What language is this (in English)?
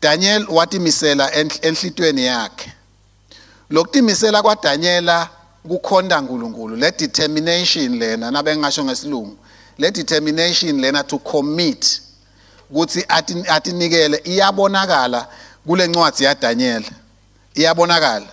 Swati